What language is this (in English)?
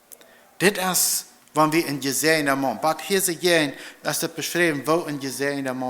Plautdietsch